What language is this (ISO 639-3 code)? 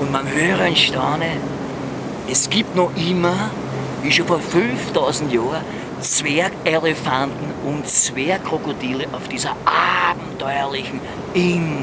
bar